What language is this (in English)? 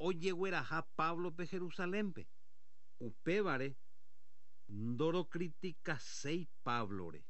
Guarani